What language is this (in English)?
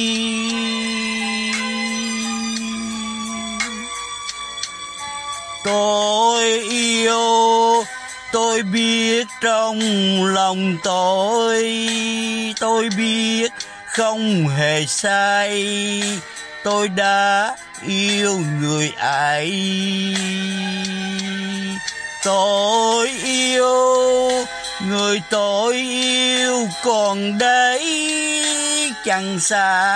Vietnamese